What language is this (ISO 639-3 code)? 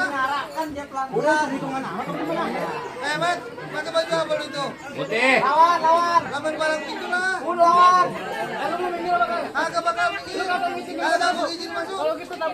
bew